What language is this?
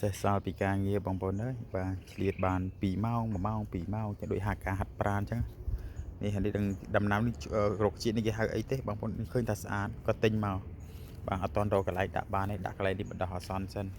Khmer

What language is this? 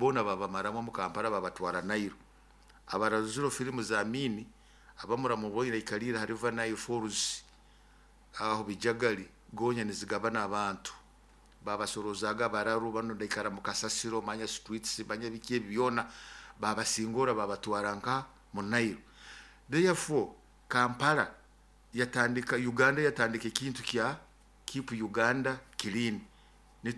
Nyoro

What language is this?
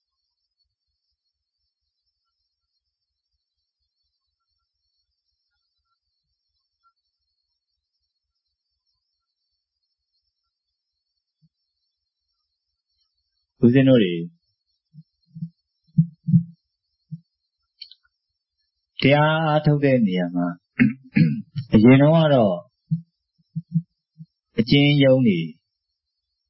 Burmese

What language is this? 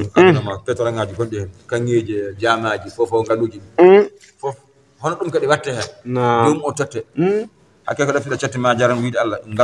Fula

